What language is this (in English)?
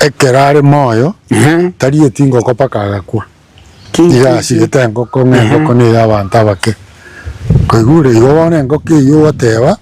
Gusii